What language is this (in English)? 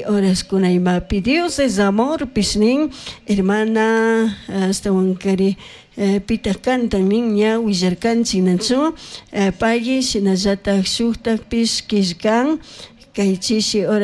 Chimborazo Highland Quichua